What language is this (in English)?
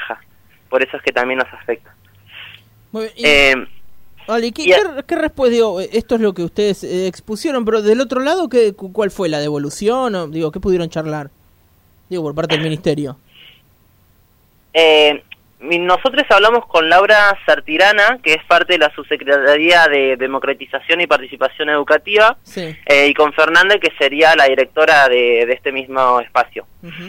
Spanish